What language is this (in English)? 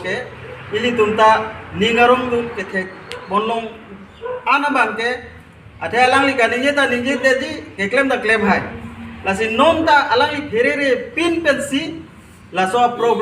Karbi